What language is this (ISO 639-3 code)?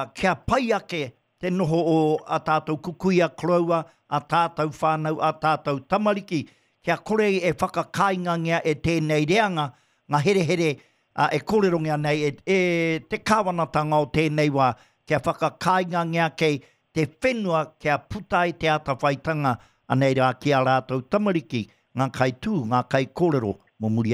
mri